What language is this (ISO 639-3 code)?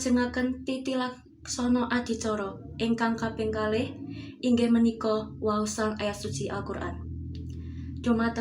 jav